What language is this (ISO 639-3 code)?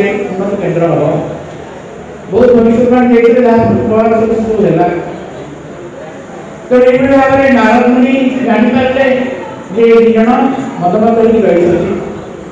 ori